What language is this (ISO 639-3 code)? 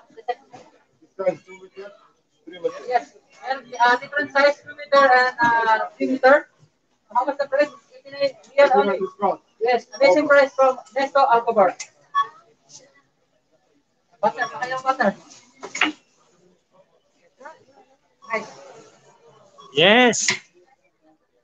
fil